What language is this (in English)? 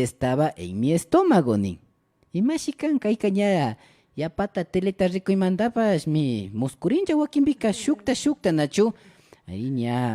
Imbabura Highland Quichua